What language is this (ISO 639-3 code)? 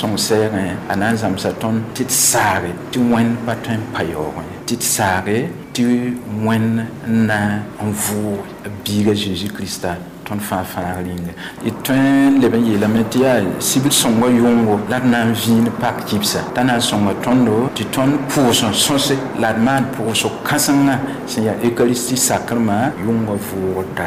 mos